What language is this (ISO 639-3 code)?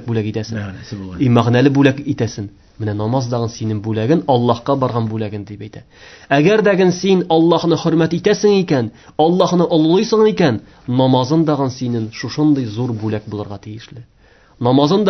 tat